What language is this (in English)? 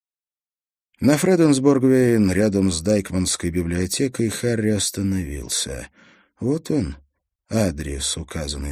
Russian